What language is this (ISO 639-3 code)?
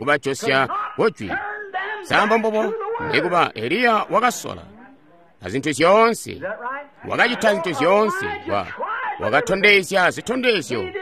toi